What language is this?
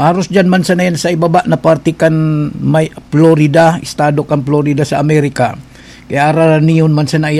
Bikol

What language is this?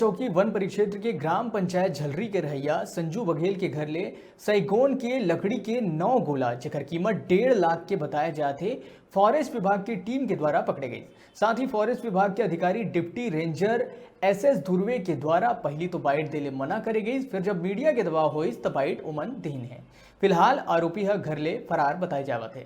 Chhattisgarhi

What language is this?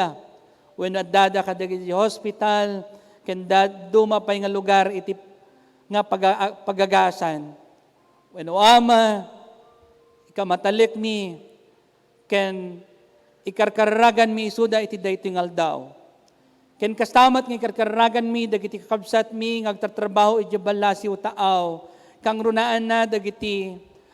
Iloko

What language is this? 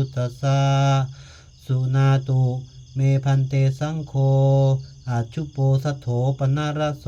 Pali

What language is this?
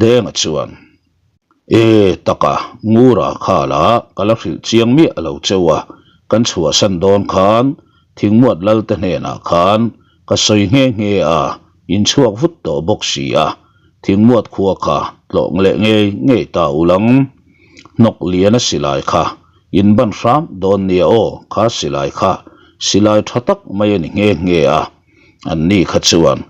Mizo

